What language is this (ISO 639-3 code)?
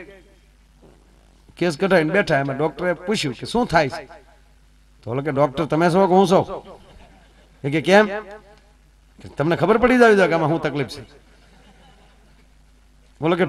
guj